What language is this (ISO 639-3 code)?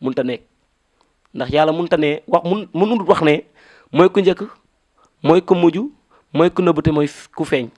wol